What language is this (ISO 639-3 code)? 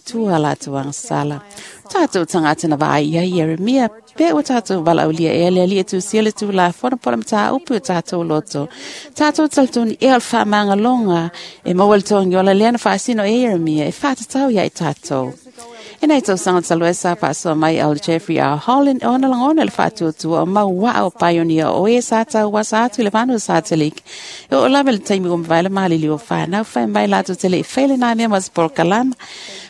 smo